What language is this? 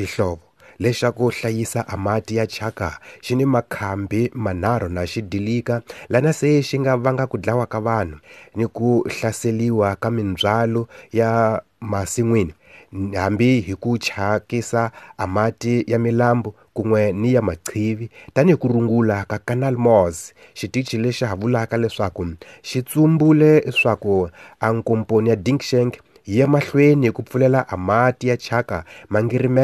Tsonga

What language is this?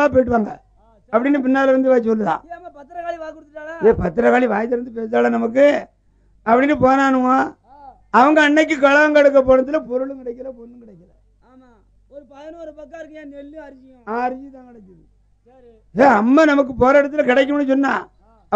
Tamil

